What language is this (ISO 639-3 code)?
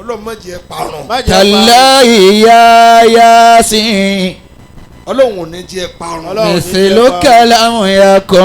yor